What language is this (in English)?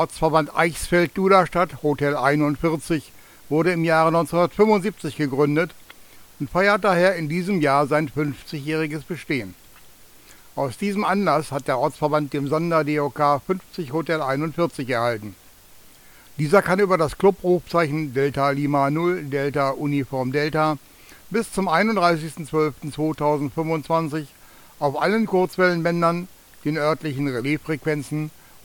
German